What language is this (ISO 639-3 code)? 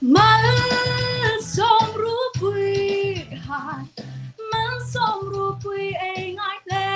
hmr